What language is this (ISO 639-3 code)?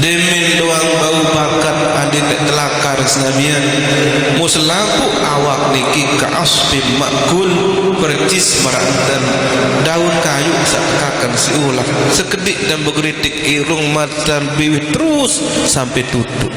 sas